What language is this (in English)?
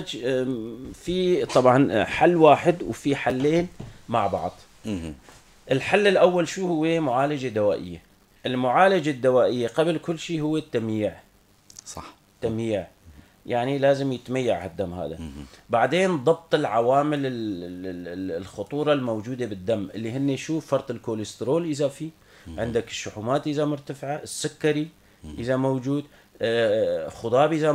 North Levantine Arabic